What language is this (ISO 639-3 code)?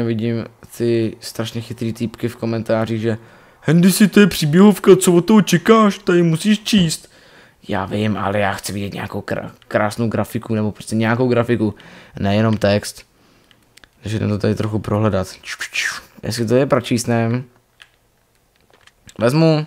ces